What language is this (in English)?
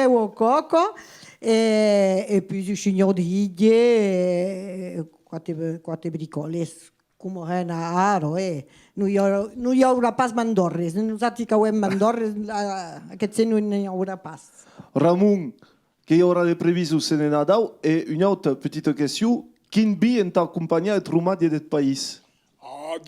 Occitan